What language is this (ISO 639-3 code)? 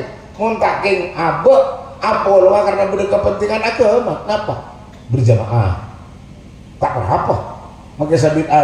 mad